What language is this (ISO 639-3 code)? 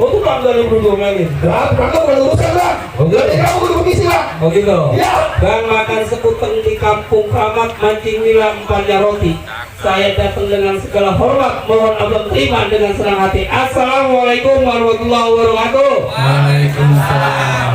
bew